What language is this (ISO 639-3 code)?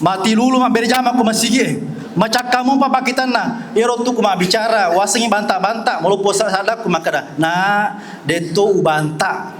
bug